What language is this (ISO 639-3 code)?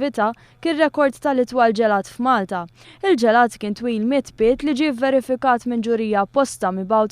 mlt